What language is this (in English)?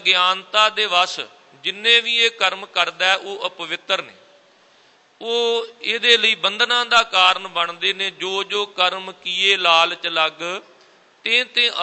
Punjabi